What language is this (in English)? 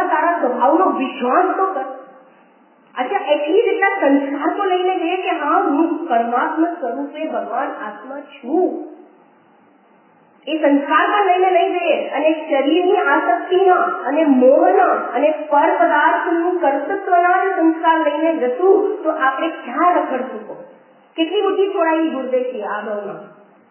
Gujarati